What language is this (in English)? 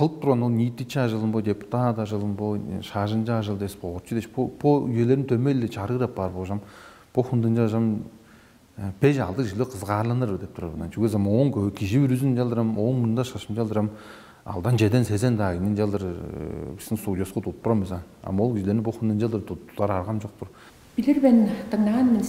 Tuvinian